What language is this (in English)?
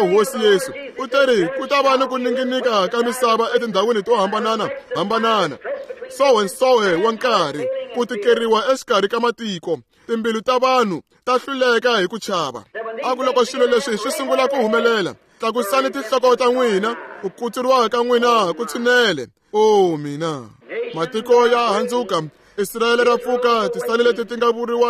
Tsonga